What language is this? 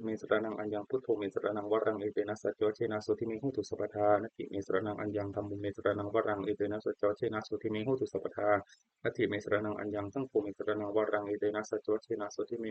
Pali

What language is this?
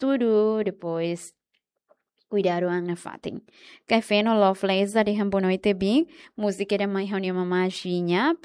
Tetum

